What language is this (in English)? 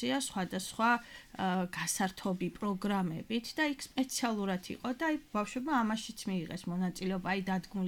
Georgian